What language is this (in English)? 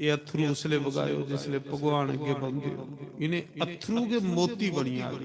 Dogri